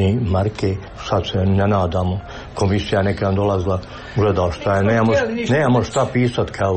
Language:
Serbian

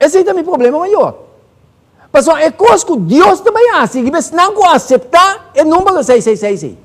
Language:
Papiamento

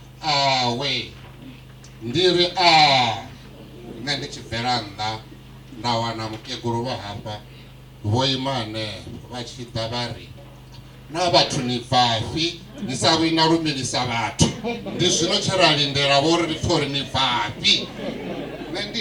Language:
Venda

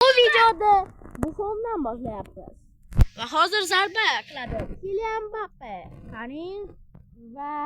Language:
Uzbek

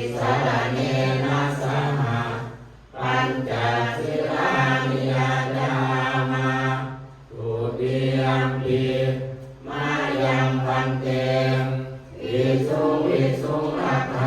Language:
Pali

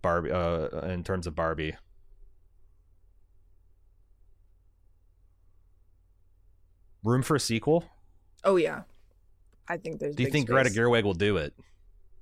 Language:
English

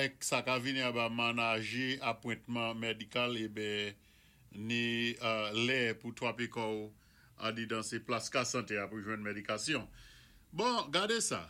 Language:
Saint Lucian Creole French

